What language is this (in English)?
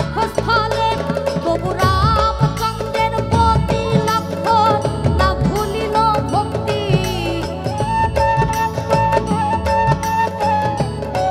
Bangla